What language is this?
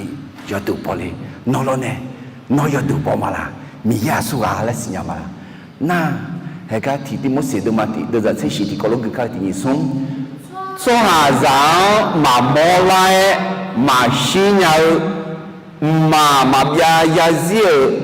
Akha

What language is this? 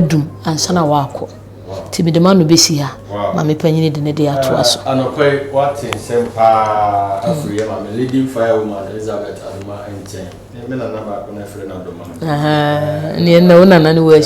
Akan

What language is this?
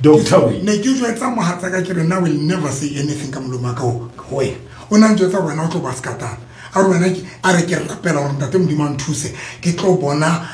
Southern Sotho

